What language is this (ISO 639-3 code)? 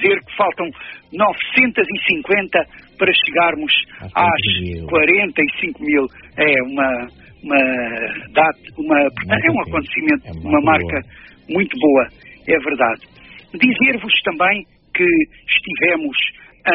por